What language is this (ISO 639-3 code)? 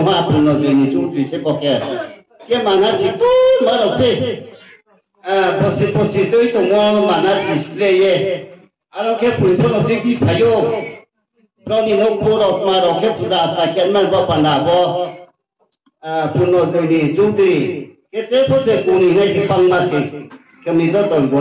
ria